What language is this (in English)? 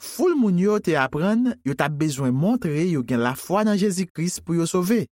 Haitian Creole